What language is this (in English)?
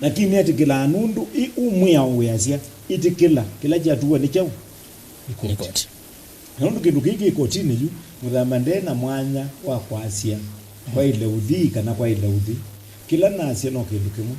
Kamba